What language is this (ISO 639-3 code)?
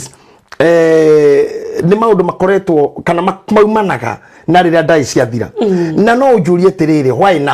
kik